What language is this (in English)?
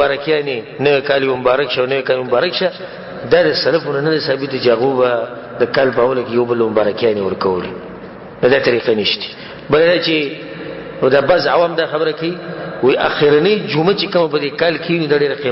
Pashto